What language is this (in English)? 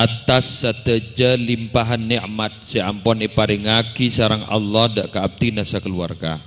Madurese